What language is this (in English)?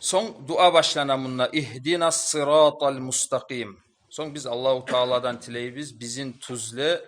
Kumyk